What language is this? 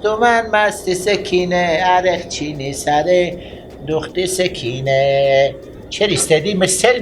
Persian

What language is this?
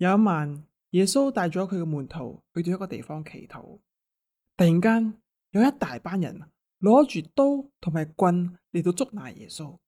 Cantonese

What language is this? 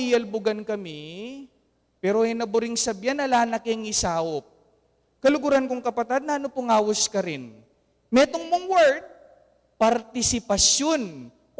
Pampanga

